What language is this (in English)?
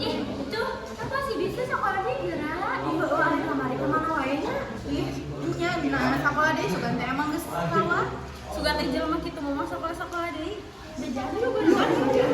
Sundanese